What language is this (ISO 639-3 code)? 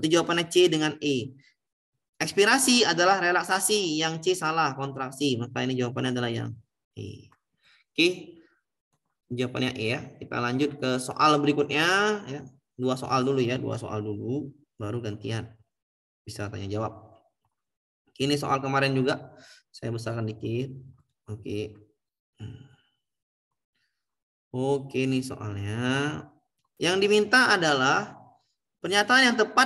ind